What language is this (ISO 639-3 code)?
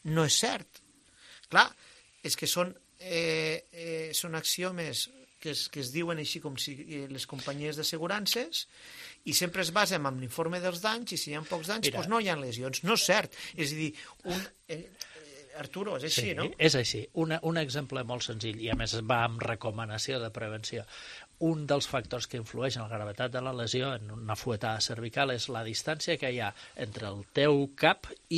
cat